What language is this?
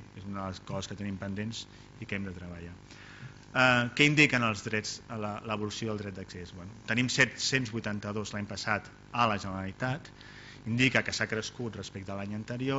Catalan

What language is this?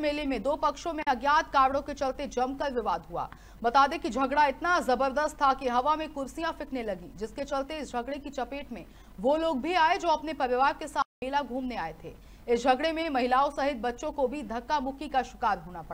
Hindi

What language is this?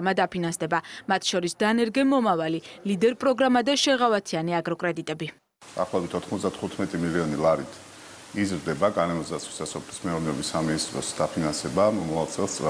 Georgian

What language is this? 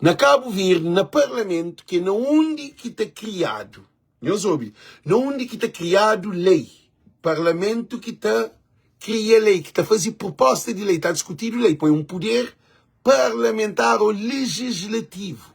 Kabuverdianu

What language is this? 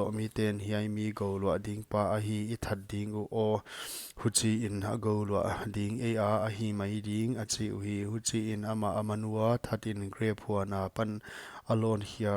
Paite Chin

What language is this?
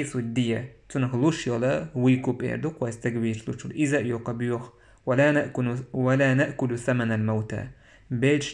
Chechen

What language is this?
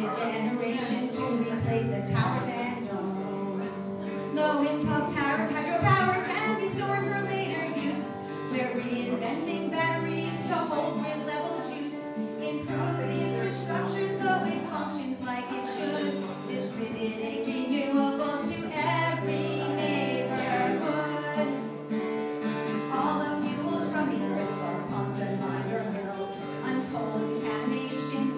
English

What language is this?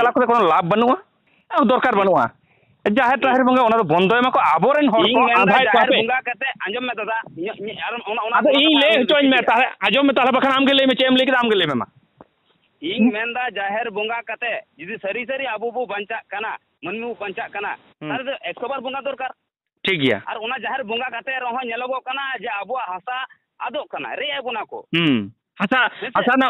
Santali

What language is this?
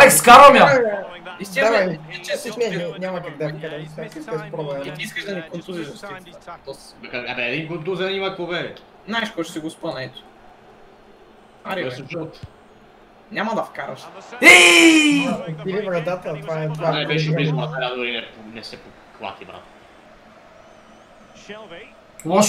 Bulgarian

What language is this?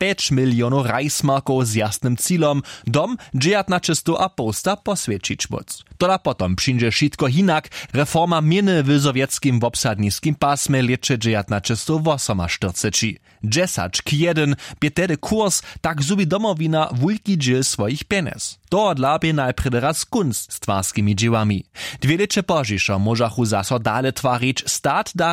Upper Sorbian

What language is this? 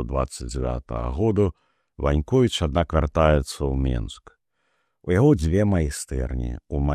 Belarusian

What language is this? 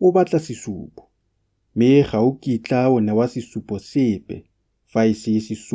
Tswana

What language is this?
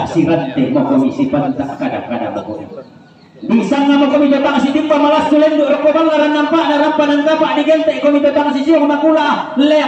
Toraja-Sa'dan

